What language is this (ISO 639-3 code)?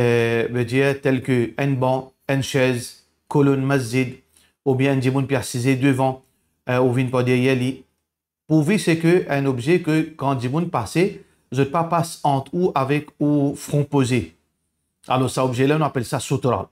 mfe